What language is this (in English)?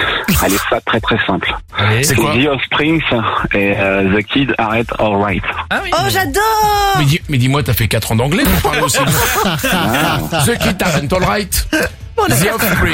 French